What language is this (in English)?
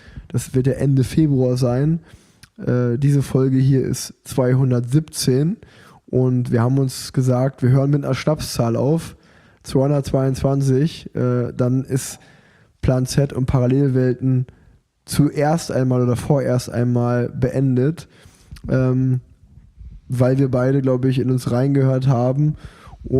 German